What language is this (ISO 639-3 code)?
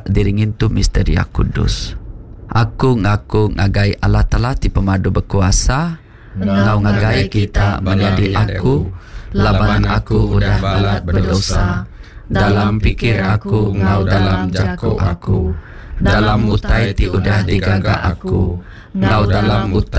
iba